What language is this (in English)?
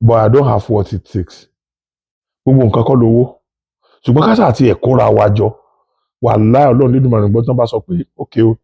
Yoruba